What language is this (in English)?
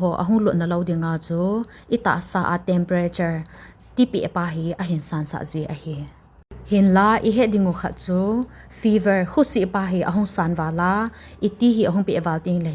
Thado Chin